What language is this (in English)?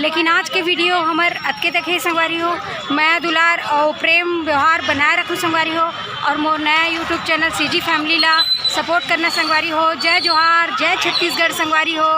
Chhattisgarhi